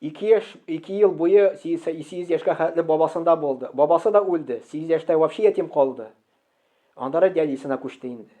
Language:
Tatar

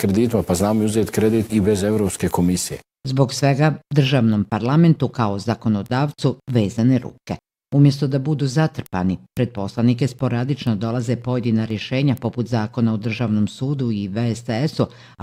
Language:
Bosnian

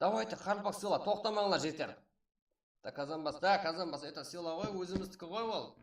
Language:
Kara-Kalpak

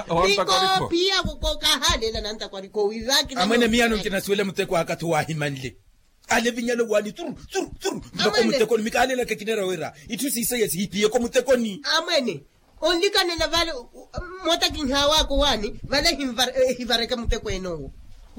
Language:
Makhuwa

